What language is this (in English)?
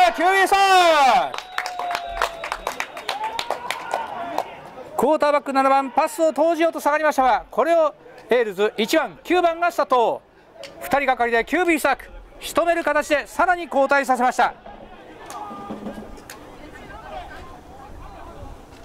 Japanese